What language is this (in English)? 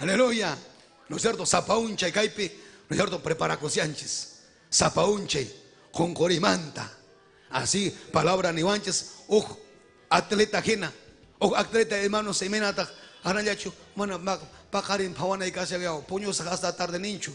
Ayacucho Quechua